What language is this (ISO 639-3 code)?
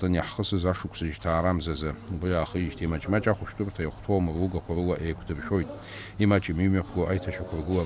abk